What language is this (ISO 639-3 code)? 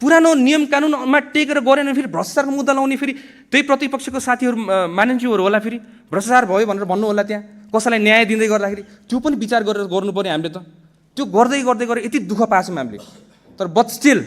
nep